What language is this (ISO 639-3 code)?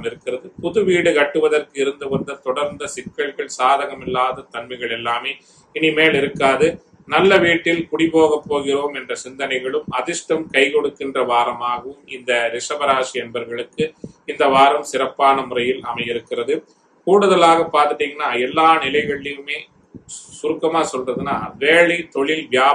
tam